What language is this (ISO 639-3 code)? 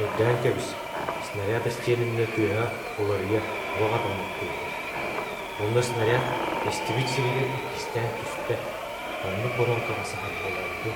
sah